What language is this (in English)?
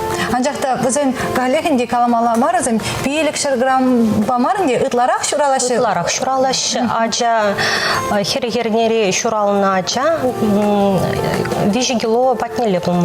Chuvash